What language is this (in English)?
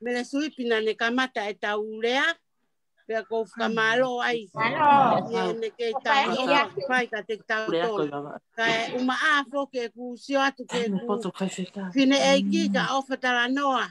Tongan